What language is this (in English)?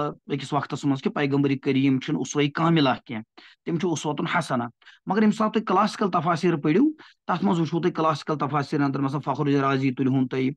Kashmiri